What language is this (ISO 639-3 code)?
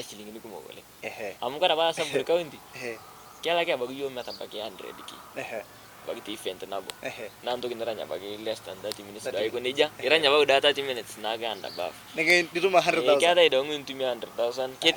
mas